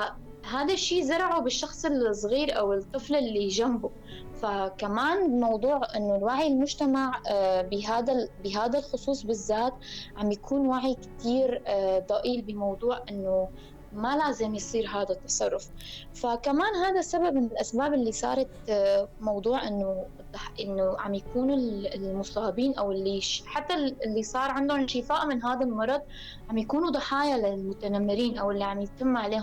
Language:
North Levantine Arabic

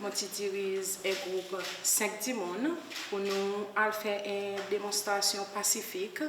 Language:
Seselwa Creole French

